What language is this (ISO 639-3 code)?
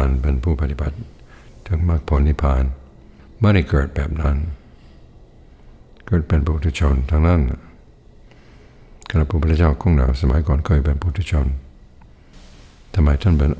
tha